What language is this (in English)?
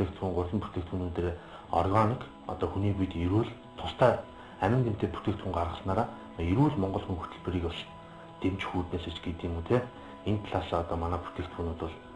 Mongolian